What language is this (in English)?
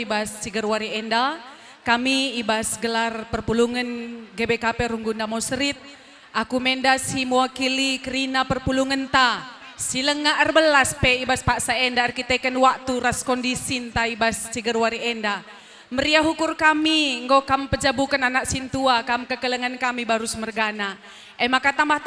Batak Karo